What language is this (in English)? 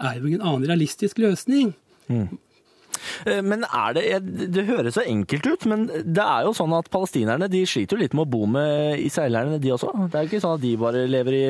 Norwegian